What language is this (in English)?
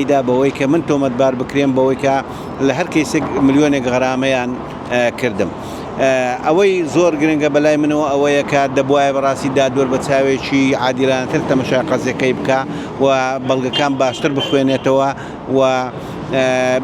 Central Kurdish